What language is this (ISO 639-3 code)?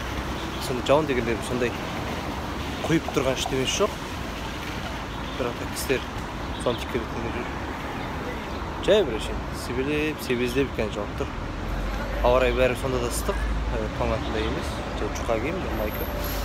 kaz